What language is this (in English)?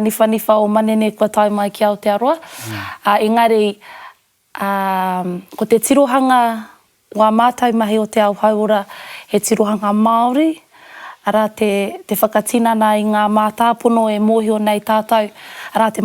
Māori